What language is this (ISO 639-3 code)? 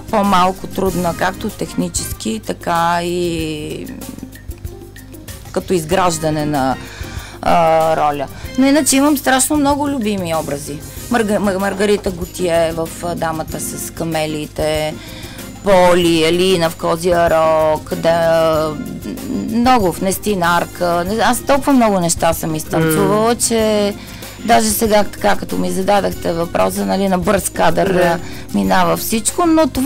bul